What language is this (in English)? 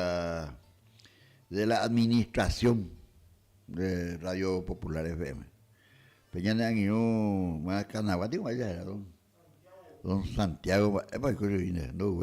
Guarani